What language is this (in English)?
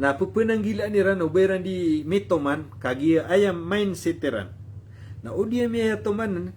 Maranao